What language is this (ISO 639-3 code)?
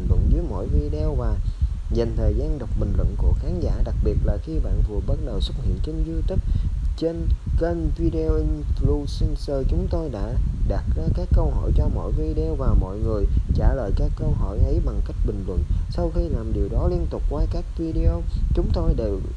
vie